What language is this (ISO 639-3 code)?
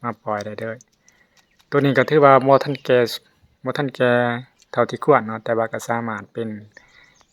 lao